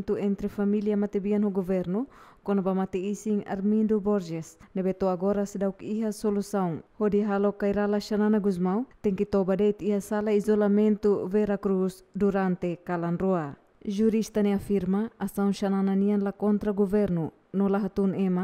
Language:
Tetum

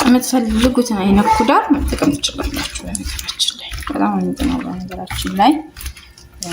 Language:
Amharic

